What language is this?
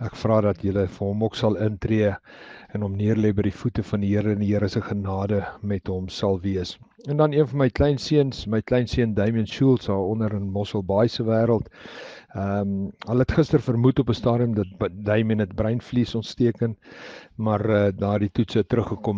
Afrikaans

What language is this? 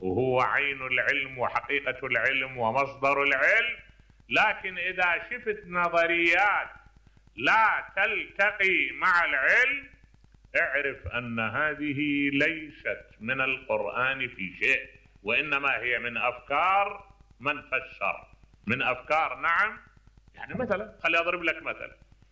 Mesopotamian Arabic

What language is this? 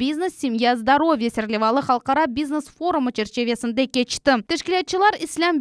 Crimean Tatar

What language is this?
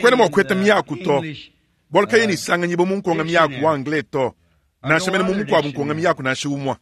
Luba-Lulua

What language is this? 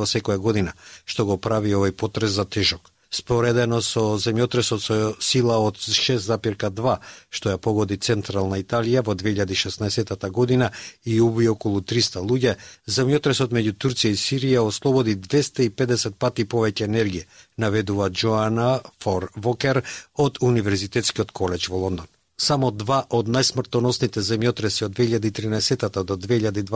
Macedonian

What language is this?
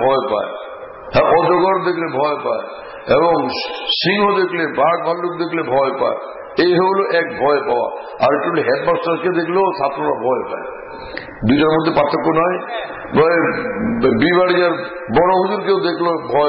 Bangla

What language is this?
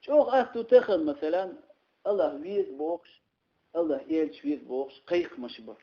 Chechen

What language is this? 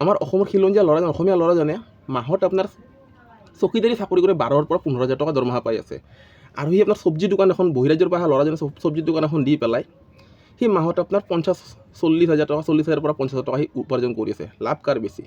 Assamese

